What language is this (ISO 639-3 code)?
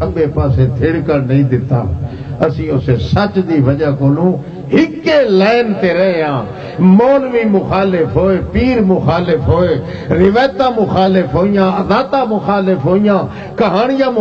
lah